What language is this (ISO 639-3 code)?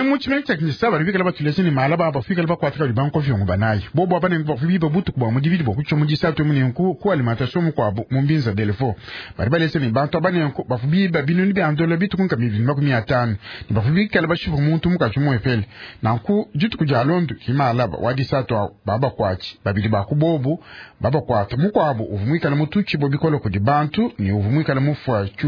lua